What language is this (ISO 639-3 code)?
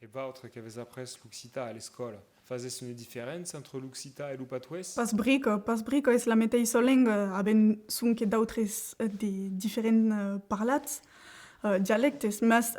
oci